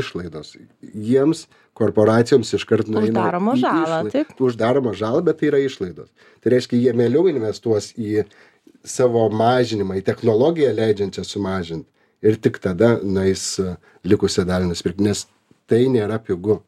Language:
Lithuanian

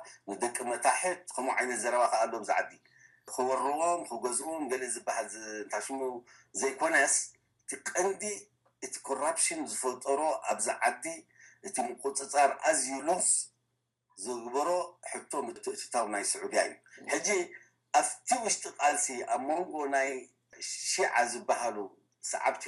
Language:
Tigrinya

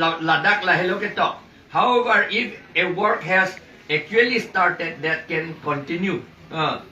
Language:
Karbi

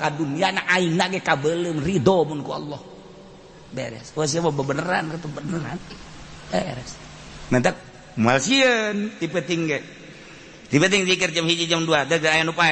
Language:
Sundanese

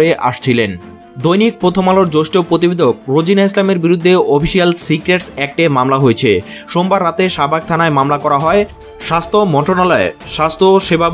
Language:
Bangla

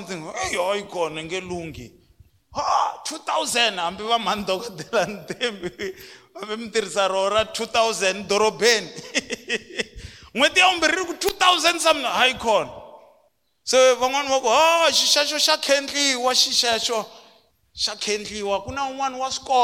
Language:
Tsonga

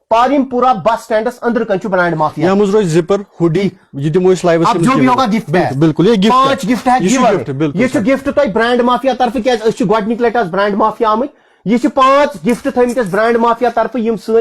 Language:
Kashmiri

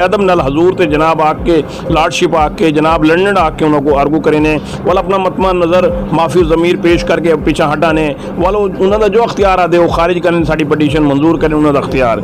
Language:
Saraiki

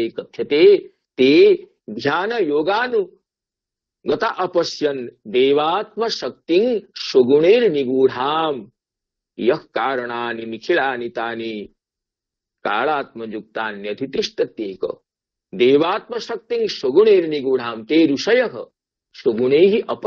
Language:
Sanskrit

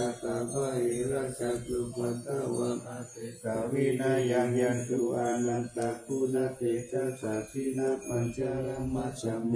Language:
Pali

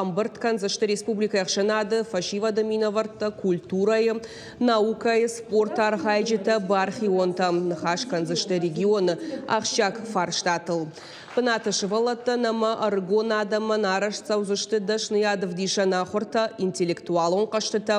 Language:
Ossetic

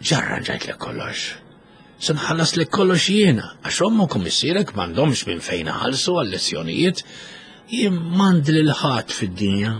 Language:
Maltese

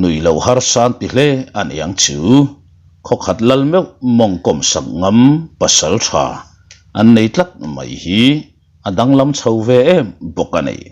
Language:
Mizo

